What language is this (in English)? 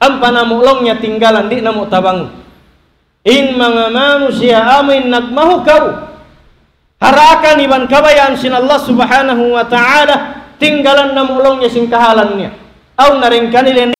Tausug